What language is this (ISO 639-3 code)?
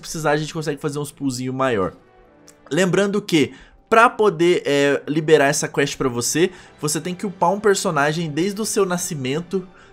por